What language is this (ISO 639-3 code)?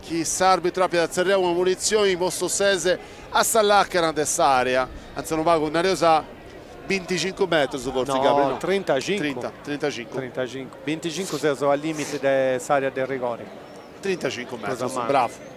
srd